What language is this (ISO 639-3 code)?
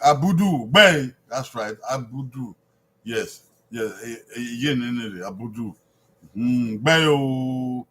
bin